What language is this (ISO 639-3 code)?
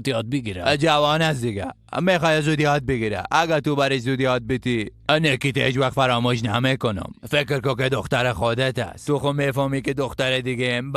fas